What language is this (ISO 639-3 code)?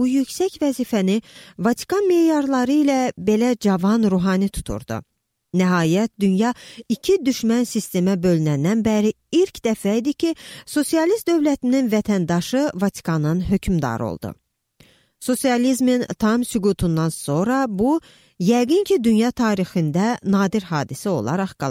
aze